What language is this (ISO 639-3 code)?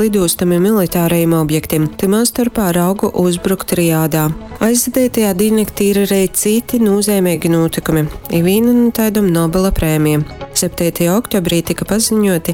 ltg